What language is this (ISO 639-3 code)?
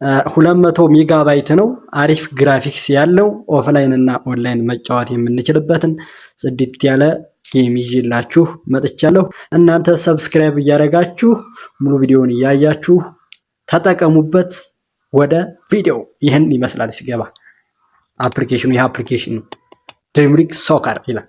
amh